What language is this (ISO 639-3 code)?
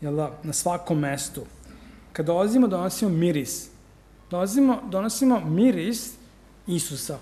srp